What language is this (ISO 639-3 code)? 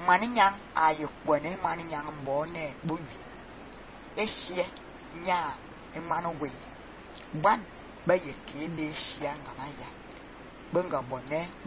fan